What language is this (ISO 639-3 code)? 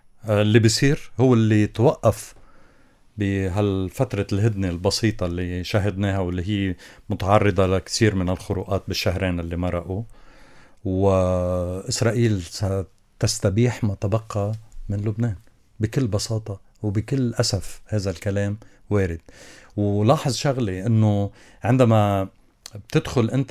apc